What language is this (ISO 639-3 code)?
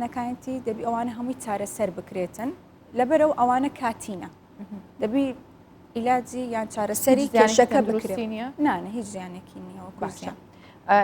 ckb